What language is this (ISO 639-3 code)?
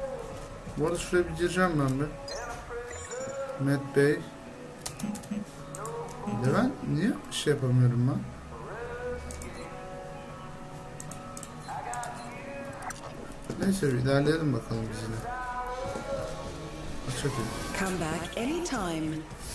tur